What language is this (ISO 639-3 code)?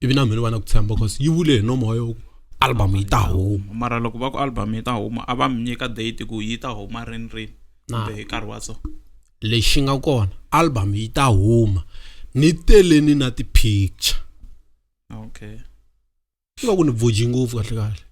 tso